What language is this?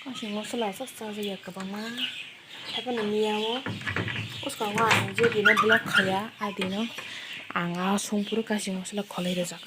Kok Borok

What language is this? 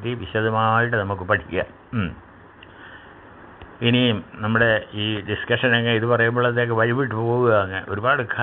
Malayalam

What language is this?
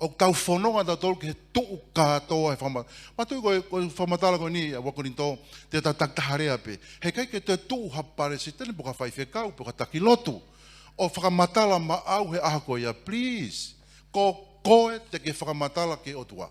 Tongan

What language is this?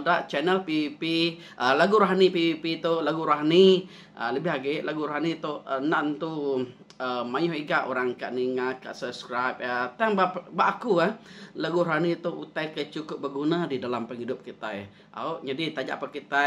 Iban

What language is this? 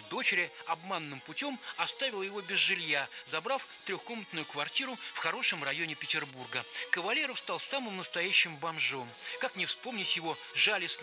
Russian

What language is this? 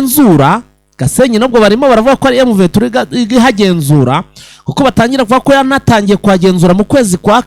Kinyarwanda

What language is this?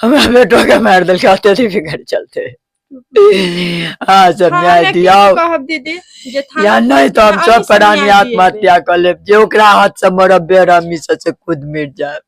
Maithili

